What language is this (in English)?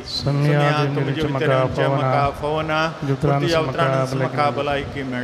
Konkani